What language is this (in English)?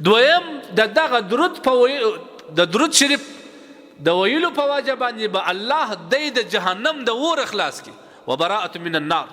Pashto